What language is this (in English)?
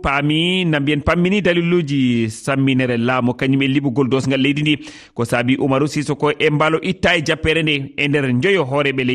Fula